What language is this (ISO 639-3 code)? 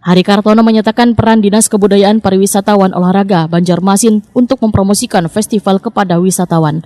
bjn